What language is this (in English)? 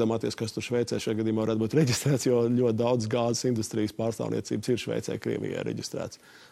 Latvian